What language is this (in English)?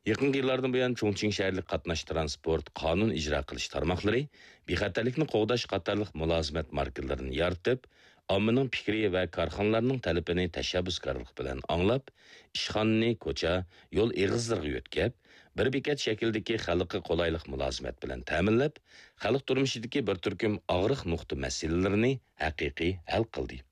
Uyghur